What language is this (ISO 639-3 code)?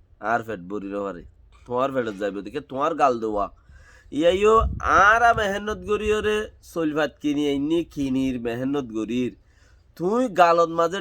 rhg